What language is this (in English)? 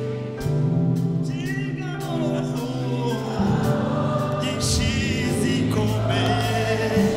Kinyarwanda